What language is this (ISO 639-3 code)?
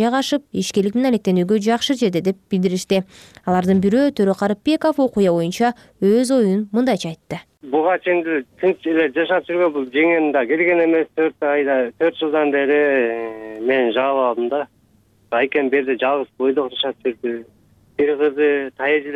kir